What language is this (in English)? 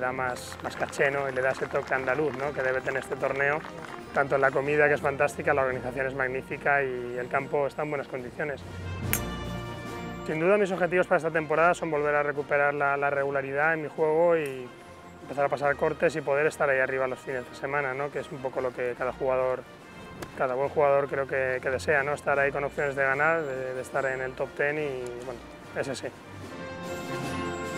Spanish